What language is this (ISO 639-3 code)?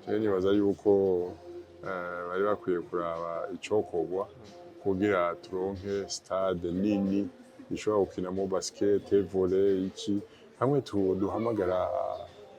run